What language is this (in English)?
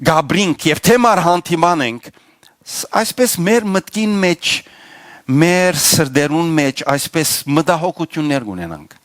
Western Armenian